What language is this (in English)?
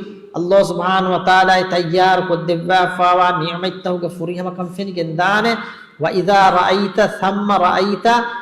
Divehi